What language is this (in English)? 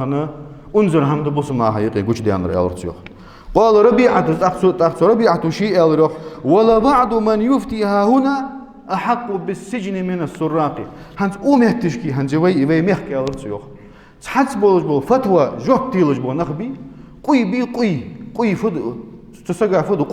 Ingush